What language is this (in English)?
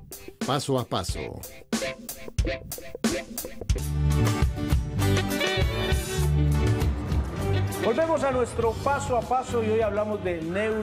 Spanish